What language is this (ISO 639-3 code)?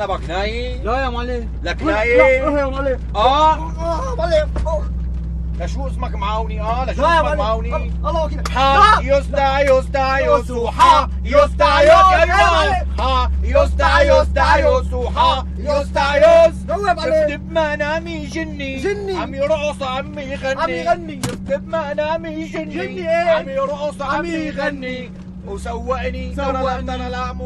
apc